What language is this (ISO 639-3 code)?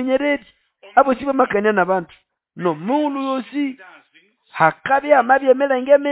nnb